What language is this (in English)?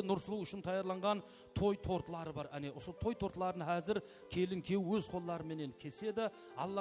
Kara-Kalpak